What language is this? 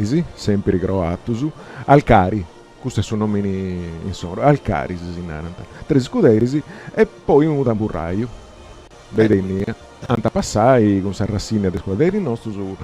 Sardinian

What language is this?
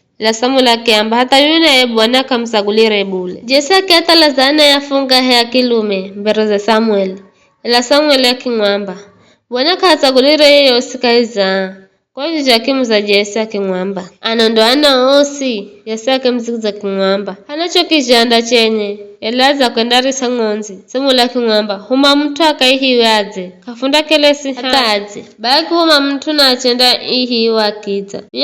Giryama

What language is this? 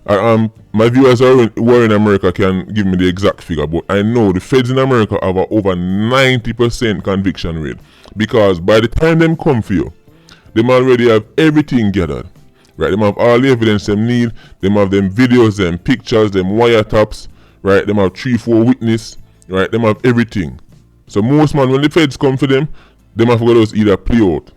Jamaican Creole English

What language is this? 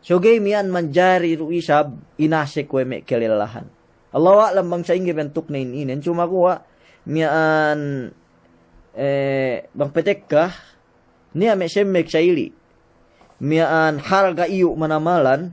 Yakan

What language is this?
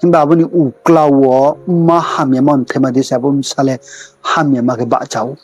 Riang (India)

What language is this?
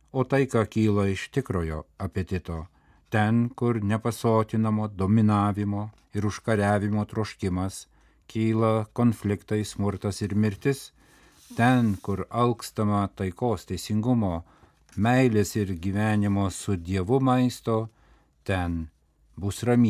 Lithuanian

